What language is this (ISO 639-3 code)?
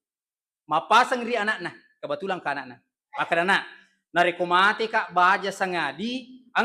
bug